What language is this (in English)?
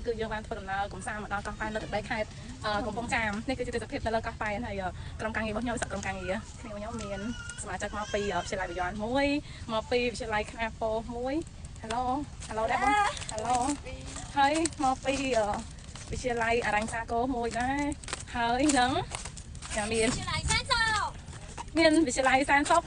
Khmer